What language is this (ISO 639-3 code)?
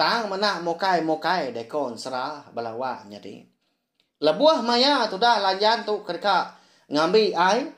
iba